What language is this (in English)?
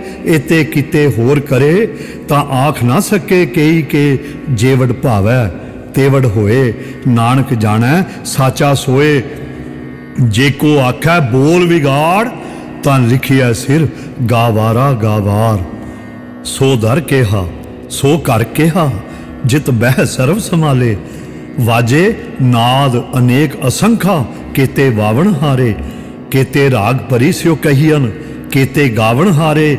Punjabi